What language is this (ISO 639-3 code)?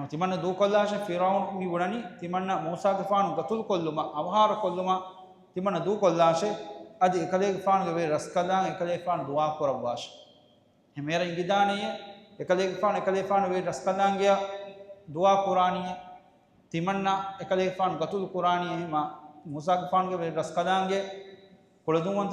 div